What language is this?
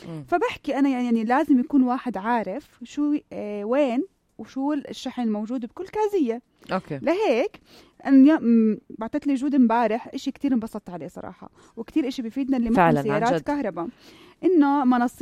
North Levantine Arabic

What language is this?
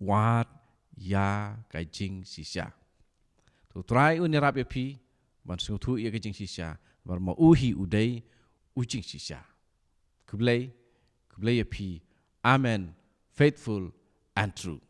Khasi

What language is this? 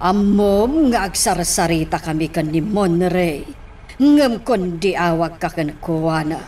Iloko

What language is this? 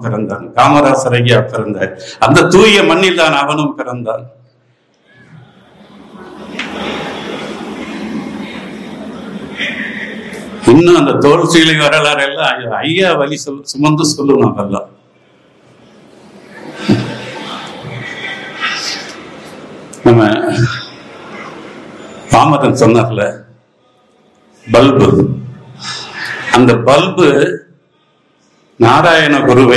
Tamil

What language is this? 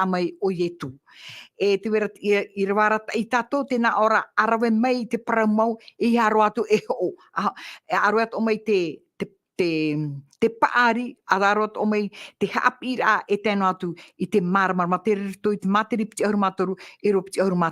Tahitian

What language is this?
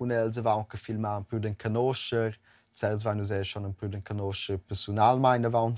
Romansh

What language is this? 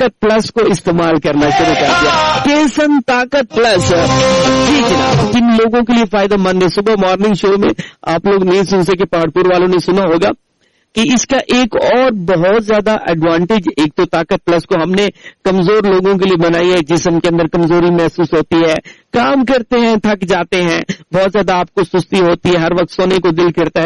Urdu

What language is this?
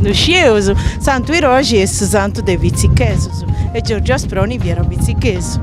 Sardinian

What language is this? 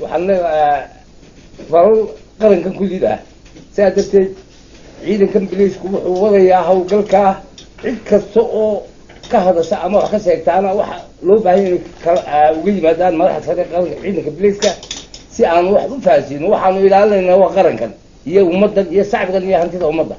Somali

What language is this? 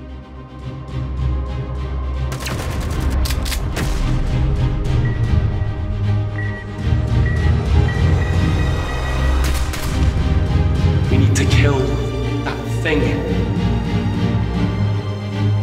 English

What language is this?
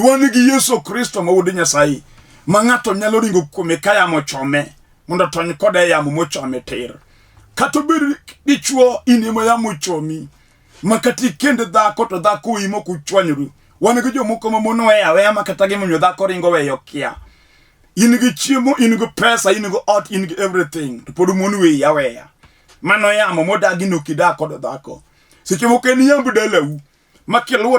Luo (Kenya and Tanzania)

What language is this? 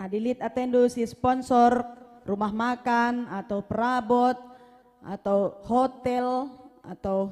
Batak Karo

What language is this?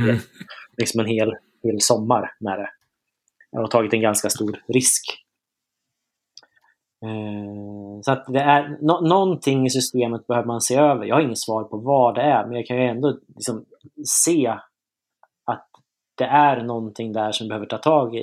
Swedish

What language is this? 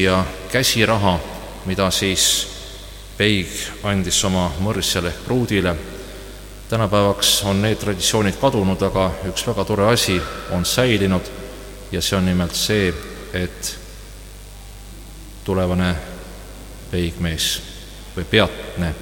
Estonian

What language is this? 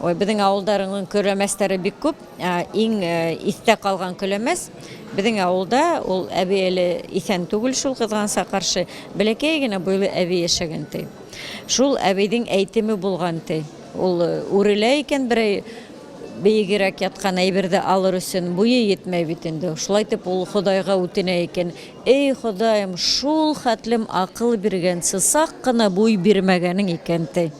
Bashkir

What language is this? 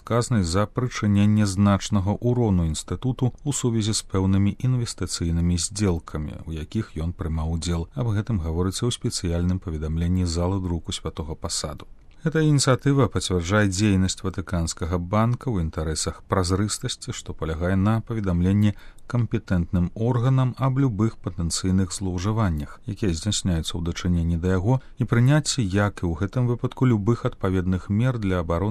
Belarusian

